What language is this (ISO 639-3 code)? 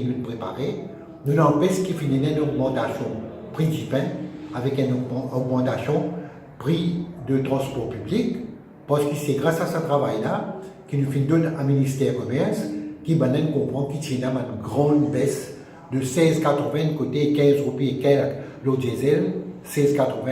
mfe